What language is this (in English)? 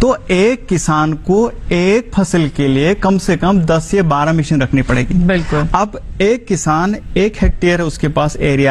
Hindi